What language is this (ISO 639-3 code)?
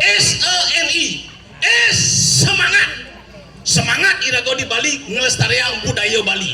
ban